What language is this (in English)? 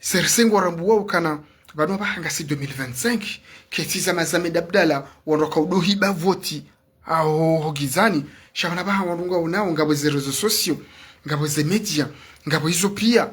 Ngazidja Comorian